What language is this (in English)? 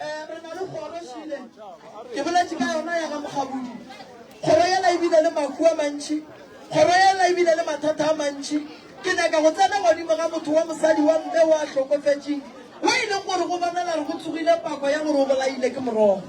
Northern Sotho